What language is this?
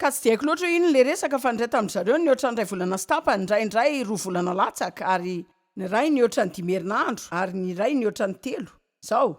Malagasy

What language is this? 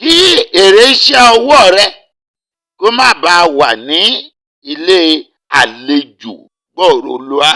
Yoruba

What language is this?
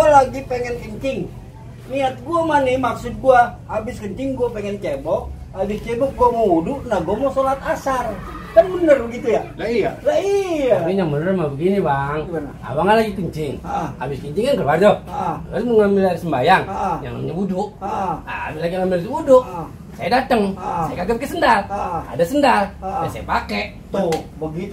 Betawi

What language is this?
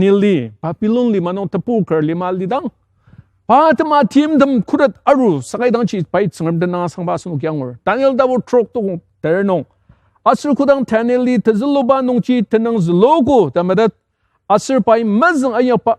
Ao Naga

